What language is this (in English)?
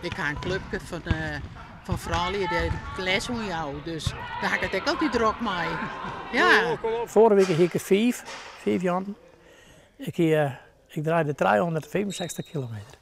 Western Frisian